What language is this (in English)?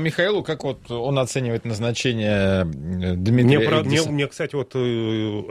Russian